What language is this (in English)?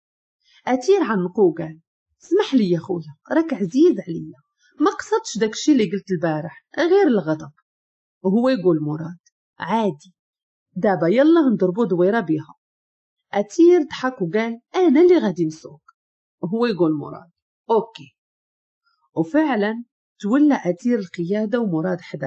Moroccan Arabic